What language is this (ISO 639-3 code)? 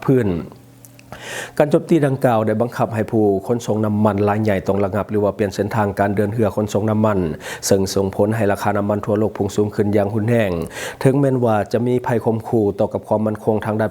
lao